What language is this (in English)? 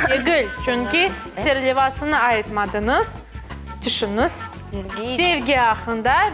Crimean Tatar